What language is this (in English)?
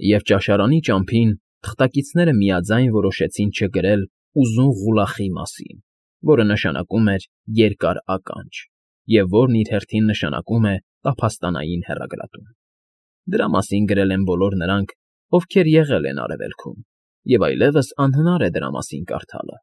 Armenian